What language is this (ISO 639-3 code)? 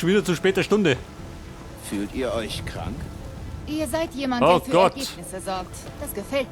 bar